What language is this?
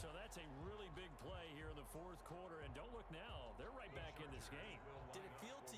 English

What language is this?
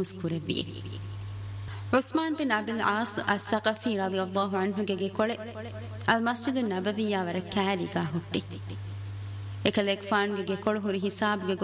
Divehi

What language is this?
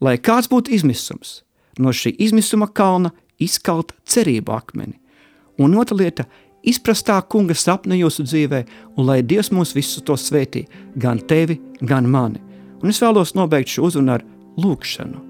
Latvian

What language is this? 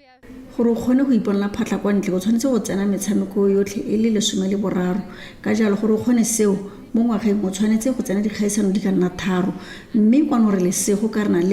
Tswana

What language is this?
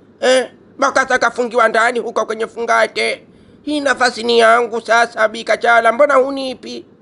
Swahili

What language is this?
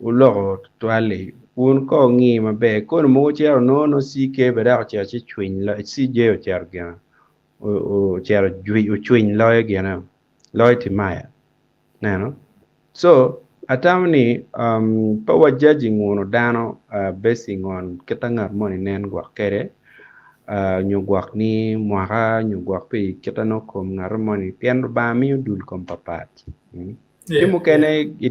Acoli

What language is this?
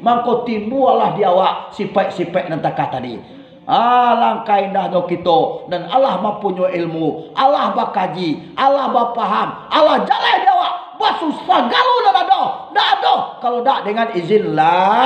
Minangkabau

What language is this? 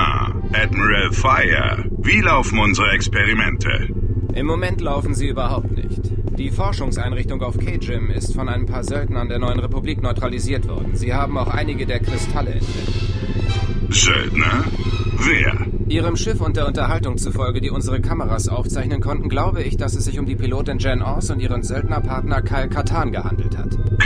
Bavarian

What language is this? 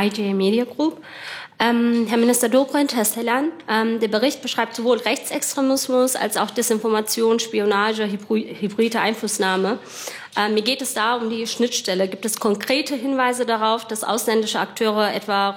German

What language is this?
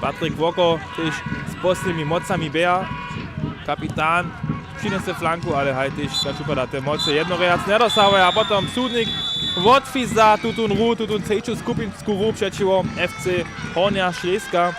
Upper Sorbian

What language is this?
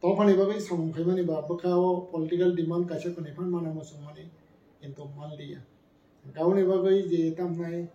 Kok Borok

